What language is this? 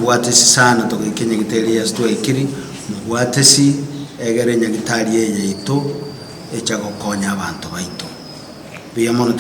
Gusii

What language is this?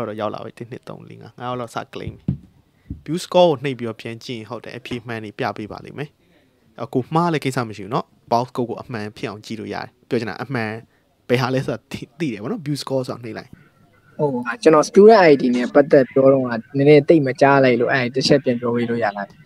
Burmese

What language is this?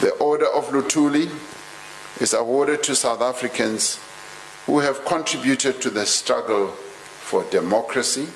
English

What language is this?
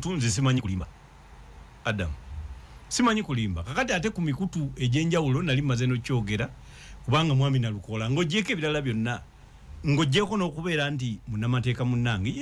Ganda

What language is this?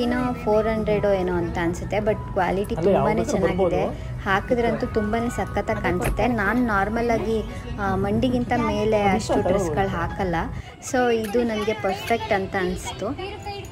Kannada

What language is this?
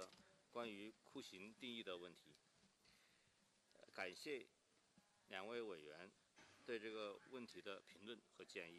Chinese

